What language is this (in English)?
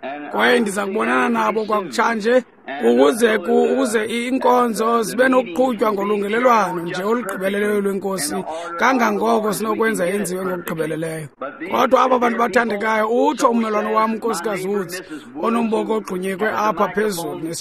Xhosa